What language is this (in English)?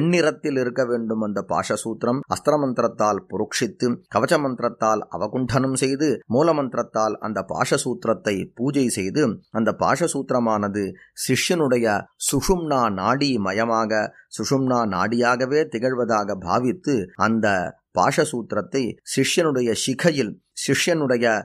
Tamil